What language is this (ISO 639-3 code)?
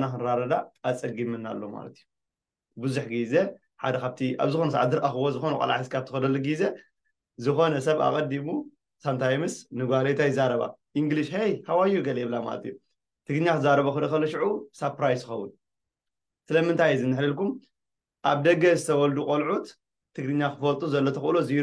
tir